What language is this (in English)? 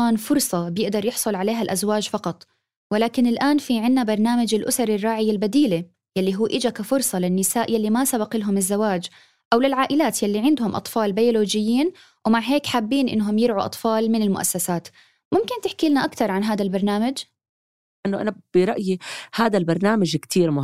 North Levantine Arabic